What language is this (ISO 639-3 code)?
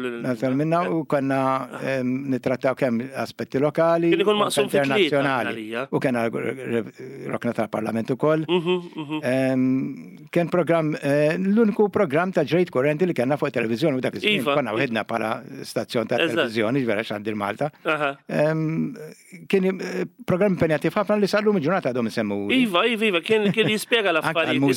mlt